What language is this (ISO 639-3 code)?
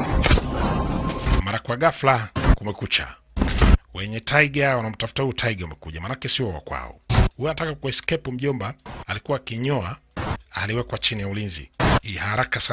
swa